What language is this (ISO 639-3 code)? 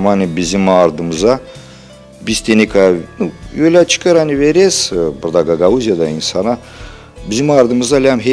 gag